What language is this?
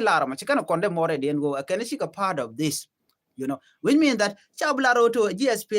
Nuer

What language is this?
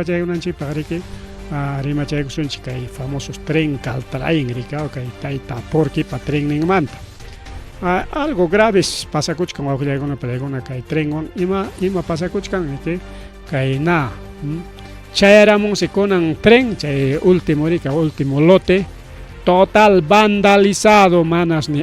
Ayacucho Quechua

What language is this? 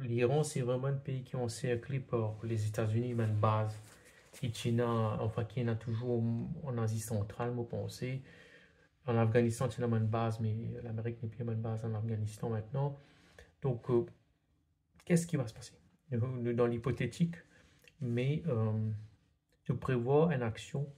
Morisyen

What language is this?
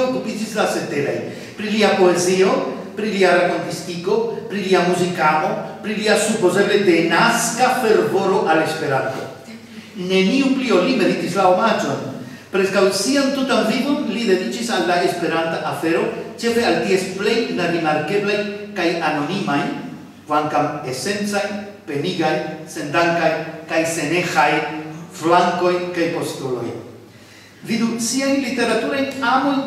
Esperanto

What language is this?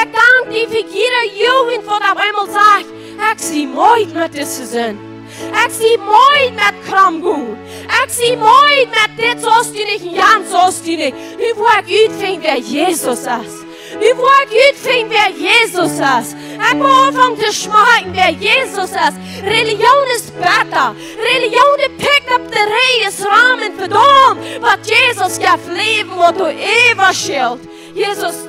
Plautdietsch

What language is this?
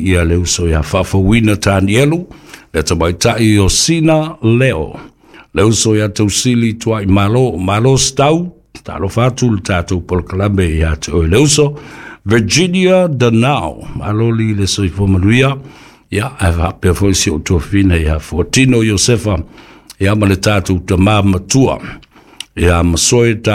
Samoan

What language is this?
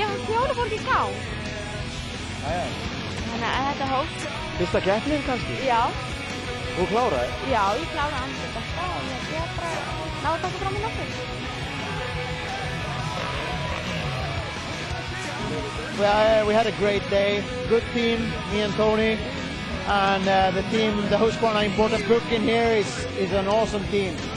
Icelandic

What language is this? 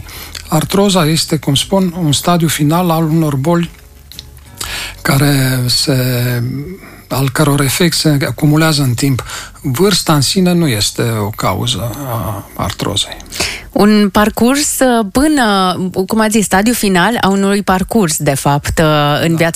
Romanian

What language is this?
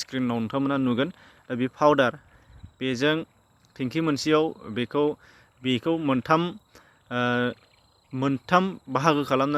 Bodo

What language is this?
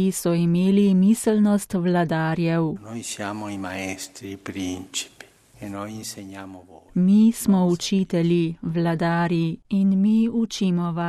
Slovenian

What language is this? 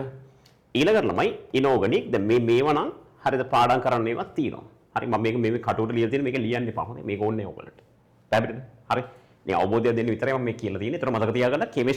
Sinhala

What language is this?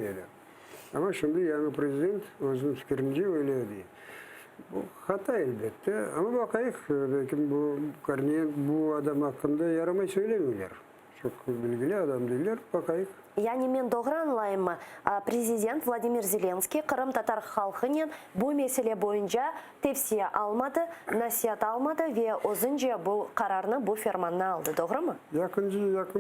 Crimean Tatar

